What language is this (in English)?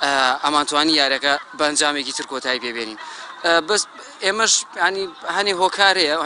Central Kurdish